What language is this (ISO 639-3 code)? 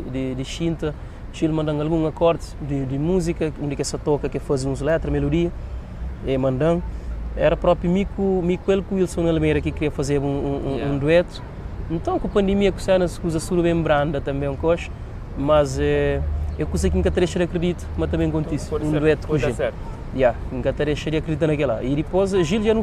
kea